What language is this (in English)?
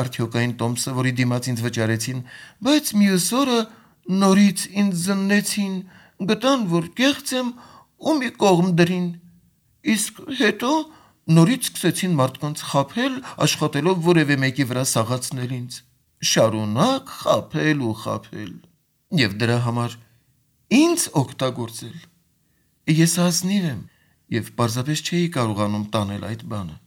Armenian